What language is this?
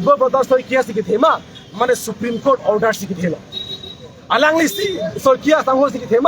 Karbi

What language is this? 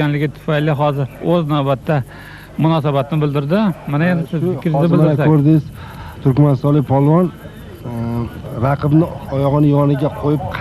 Uzbek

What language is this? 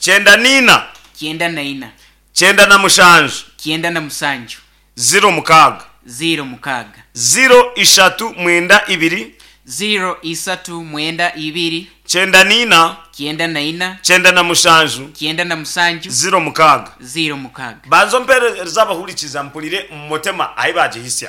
Nyankole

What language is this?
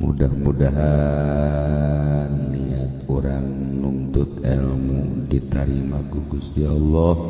Sundanese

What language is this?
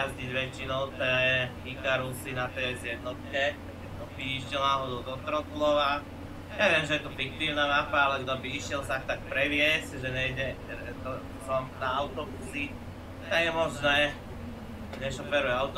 Slovak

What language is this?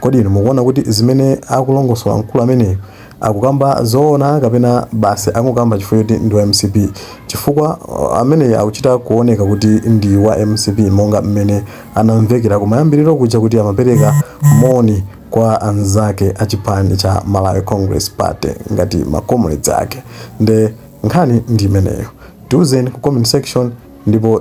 Nyanja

